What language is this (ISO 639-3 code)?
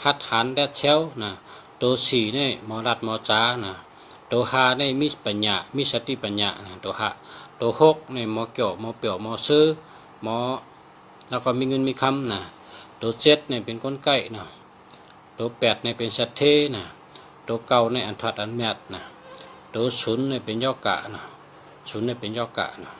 shn